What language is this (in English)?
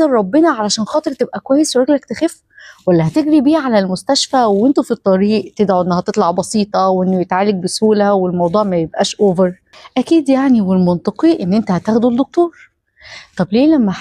Egyptian Arabic